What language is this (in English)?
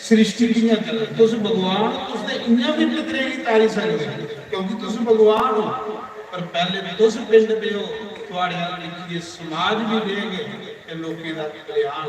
Dogri